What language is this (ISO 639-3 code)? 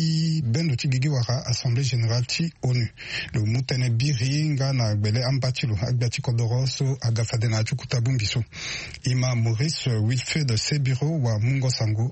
sag